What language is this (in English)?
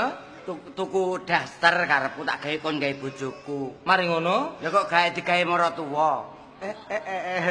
Javanese